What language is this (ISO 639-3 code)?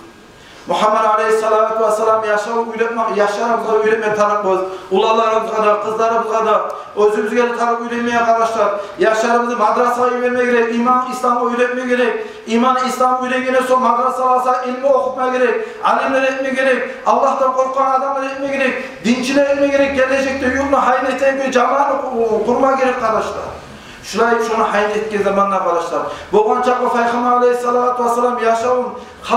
kum